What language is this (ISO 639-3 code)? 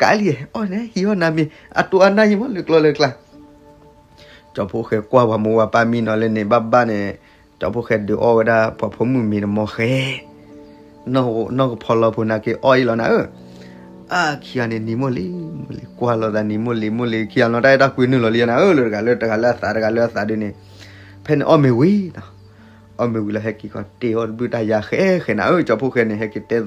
ksw